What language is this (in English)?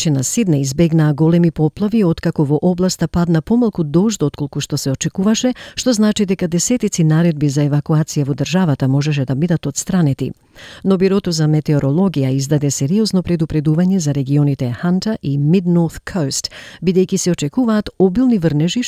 Macedonian